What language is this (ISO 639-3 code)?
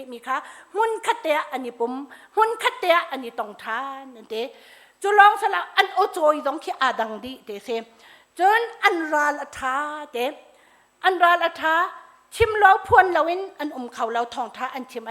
cnh